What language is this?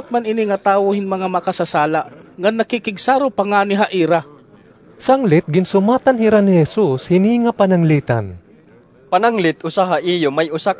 Waray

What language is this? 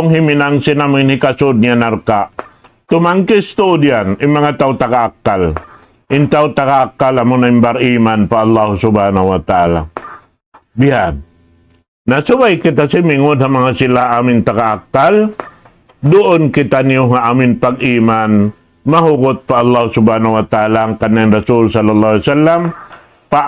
Tausug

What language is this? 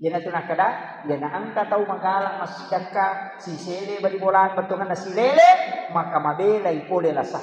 Buginese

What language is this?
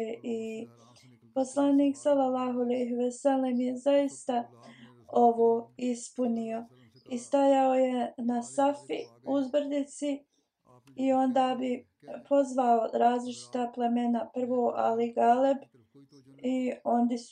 Bosnian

